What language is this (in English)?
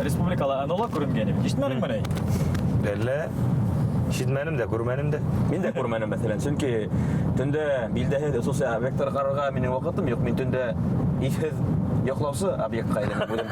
Bashkir